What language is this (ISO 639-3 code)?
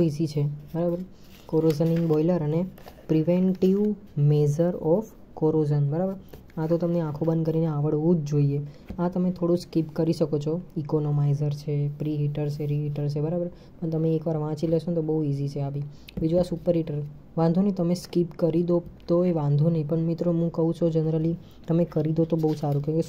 guj